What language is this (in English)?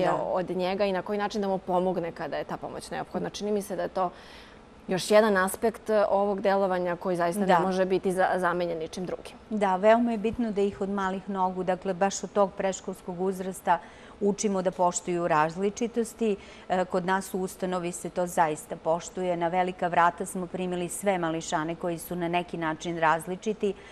Serbian